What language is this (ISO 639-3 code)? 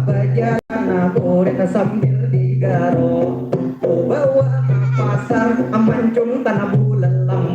bjn